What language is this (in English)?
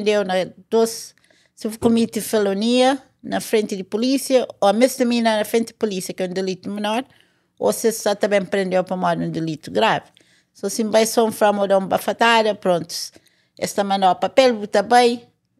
Kabuverdianu